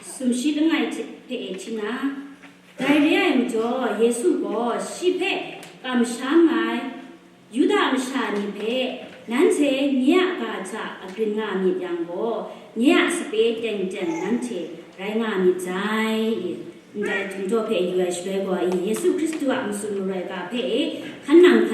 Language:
Kachin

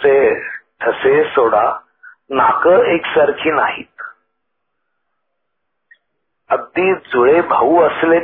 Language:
Marathi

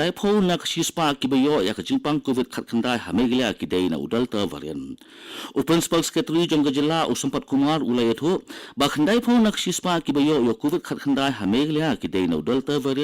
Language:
Khasi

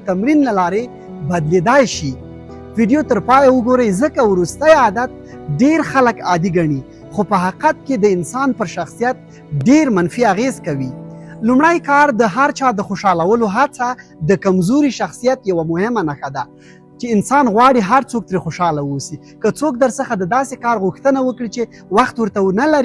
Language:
Pashto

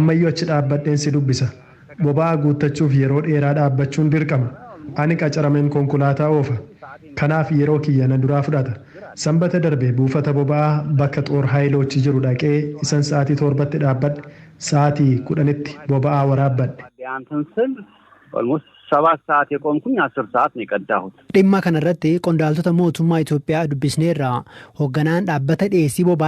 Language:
Oromo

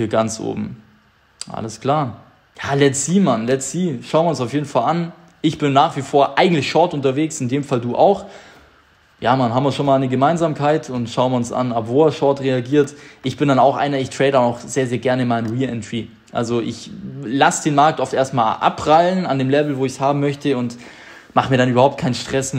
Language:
German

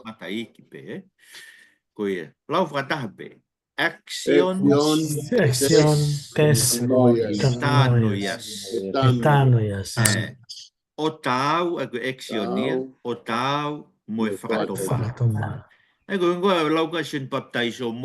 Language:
Tongan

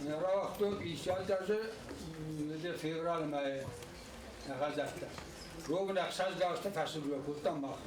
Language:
Ossetic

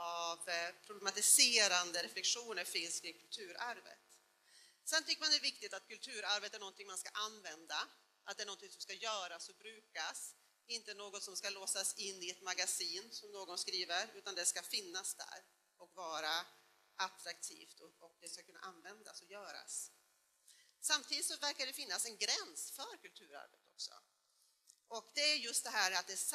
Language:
Swedish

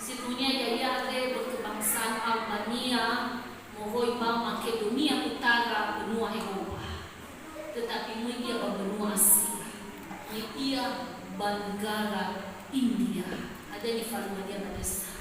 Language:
Nias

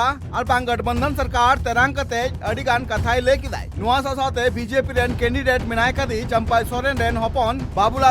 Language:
Santali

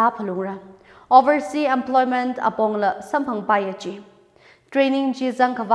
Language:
Tangkhul Naga (India)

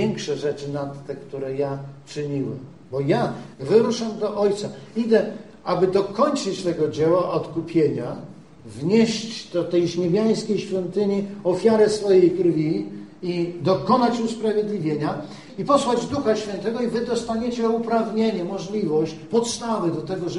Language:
Polish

